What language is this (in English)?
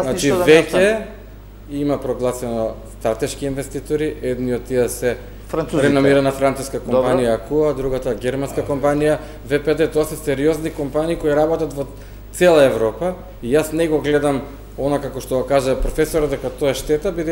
Macedonian